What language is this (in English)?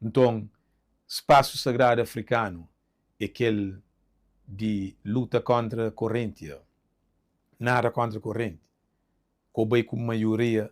Kabuverdianu